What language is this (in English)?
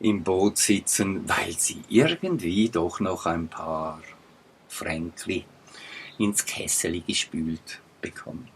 Swiss German